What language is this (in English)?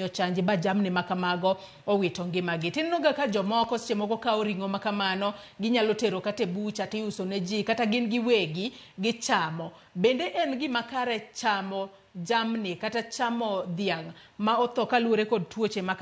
Luo (Kenya and Tanzania)